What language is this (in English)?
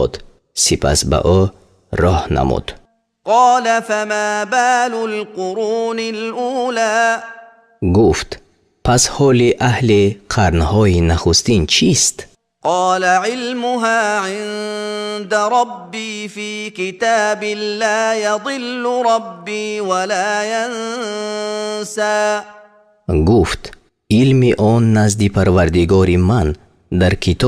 Tajik